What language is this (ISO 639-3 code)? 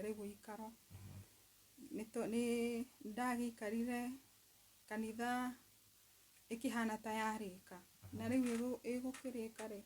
kik